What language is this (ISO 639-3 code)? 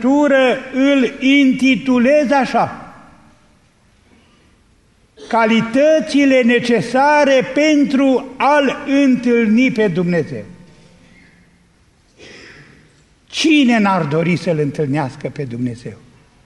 ron